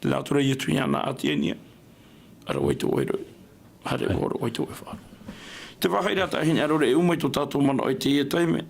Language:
Tahitian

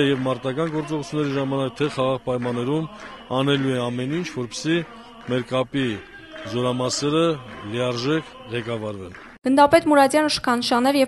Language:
Armenian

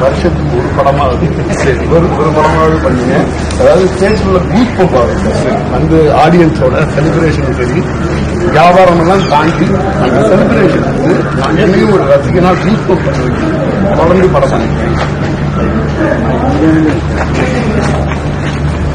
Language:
Tamil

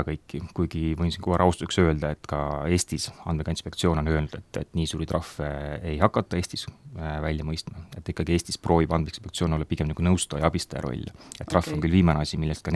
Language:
Estonian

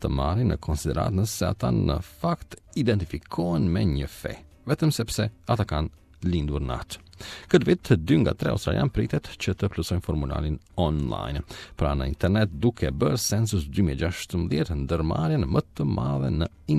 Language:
Albanian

